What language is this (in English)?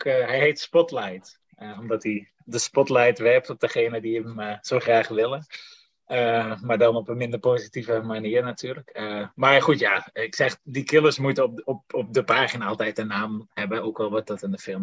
Dutch